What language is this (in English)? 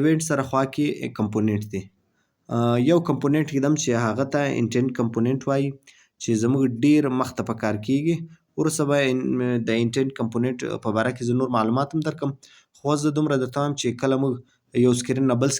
Pashto